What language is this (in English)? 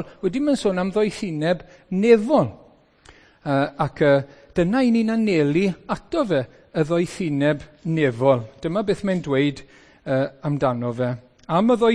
Welsh